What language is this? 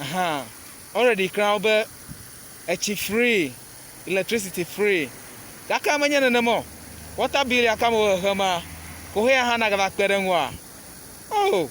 Ewe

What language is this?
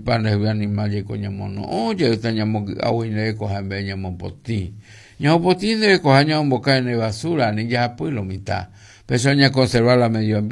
Guarani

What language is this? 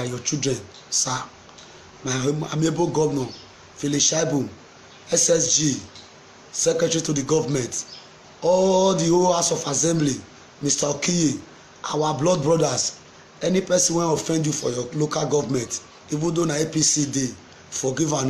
Nigerian Pidgin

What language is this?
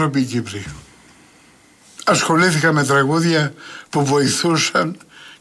Greek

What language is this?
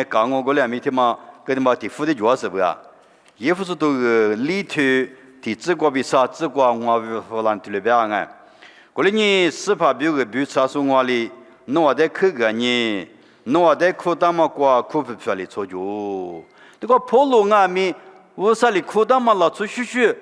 Lisu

